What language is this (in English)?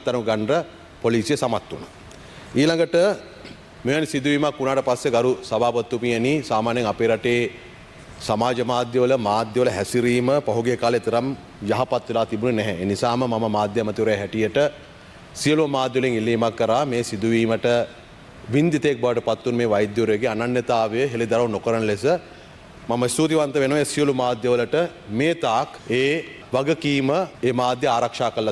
Sinhala